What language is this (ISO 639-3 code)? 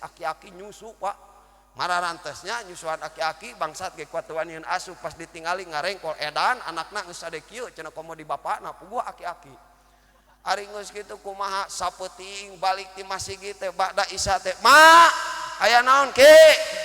sun